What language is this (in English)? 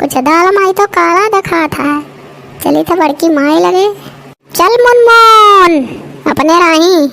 Awadhi